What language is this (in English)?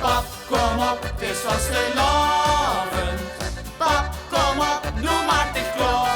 Limburgish